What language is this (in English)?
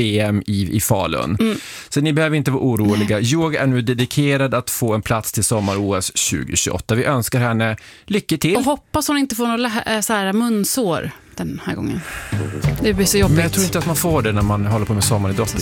Swedish